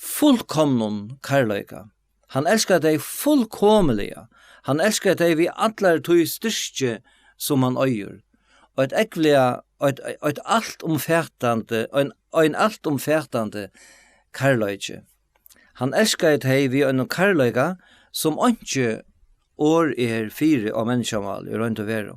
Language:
Faroese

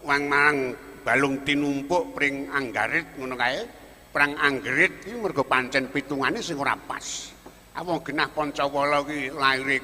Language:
Javanese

